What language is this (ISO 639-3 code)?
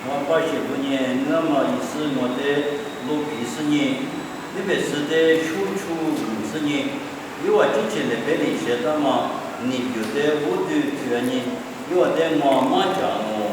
lis